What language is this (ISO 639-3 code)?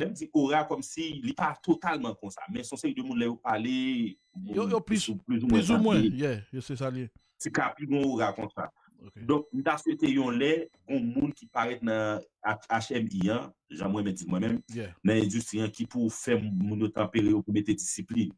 hat